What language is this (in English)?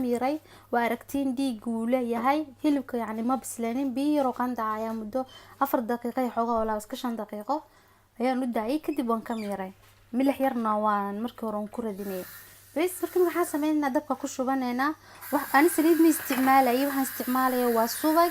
Somali